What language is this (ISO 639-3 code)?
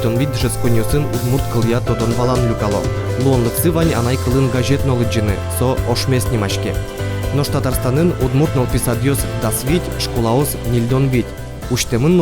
udm